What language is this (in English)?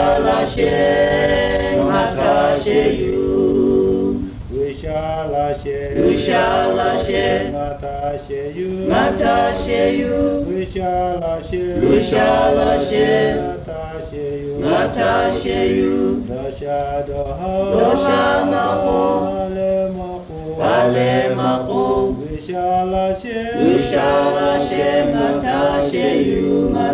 Lahu